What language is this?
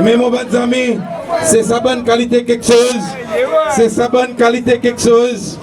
Seselwa Creole French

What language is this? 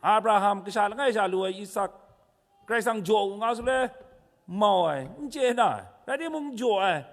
Kachin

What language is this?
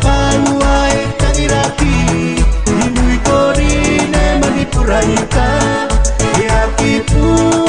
Tuvalu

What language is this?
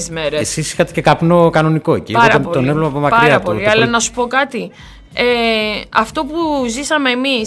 Greek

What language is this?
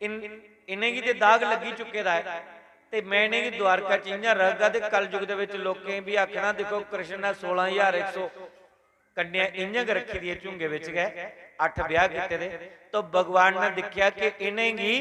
Dogri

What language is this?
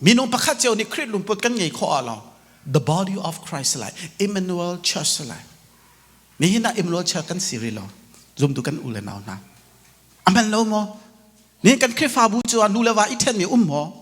Hakha Chin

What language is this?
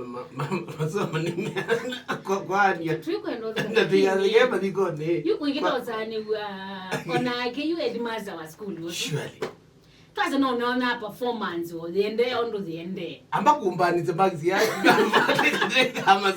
Kamba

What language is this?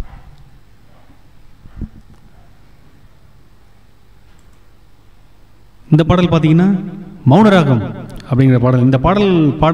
Tamil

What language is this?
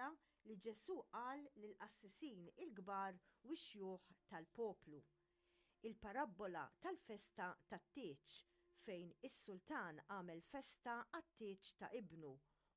Maltese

